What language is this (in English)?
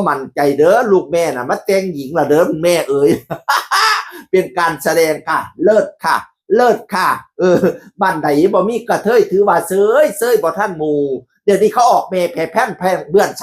Northeastern Thai